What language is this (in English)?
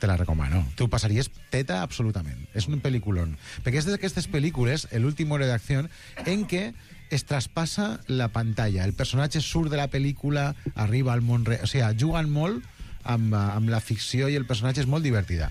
Catalan